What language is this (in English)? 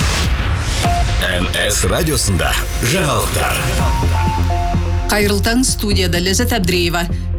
Kazakh